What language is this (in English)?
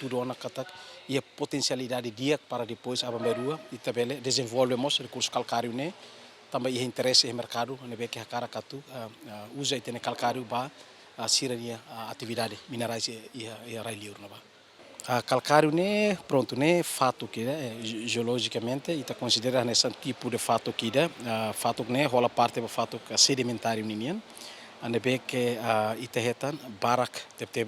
Tetum